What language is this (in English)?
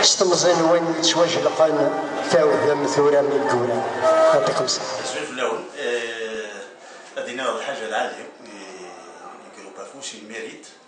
Kabyle